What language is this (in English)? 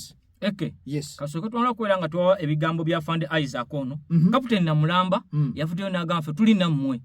Ganda